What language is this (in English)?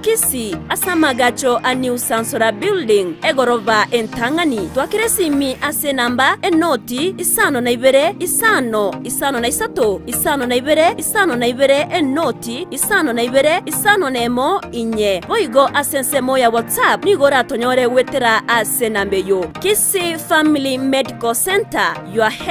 Gusii